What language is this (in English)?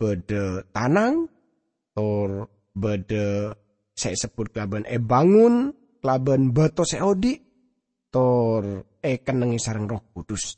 Madurese